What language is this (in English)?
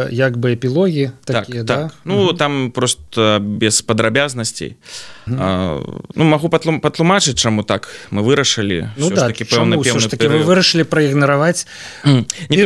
Belarusian